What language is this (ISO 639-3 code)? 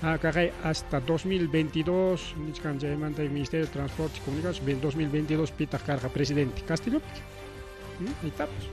quy